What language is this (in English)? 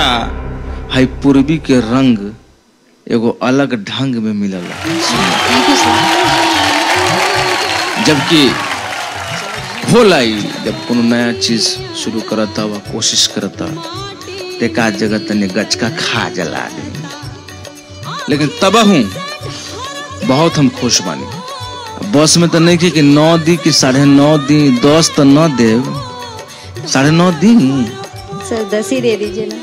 Bhojpuri